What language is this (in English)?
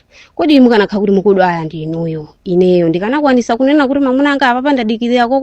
Nyanja